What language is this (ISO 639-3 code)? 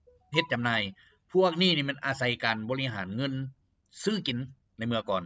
lao